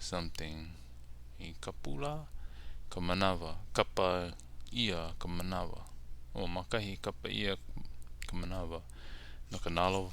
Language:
Hawaiian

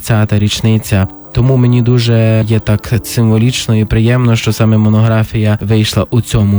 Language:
Ukrainian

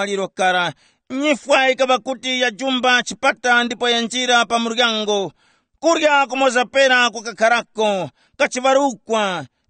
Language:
Tumbuka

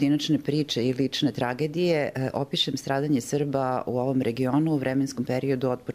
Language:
Bosnian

